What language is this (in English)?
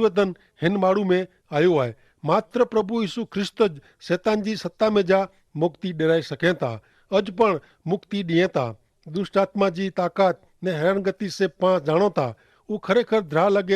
Kachhi